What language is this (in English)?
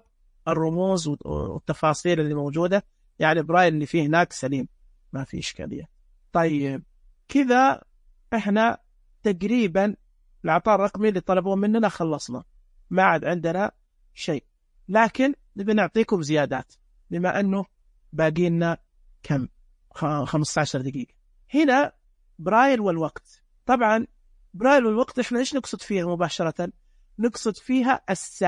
Najdi Arabic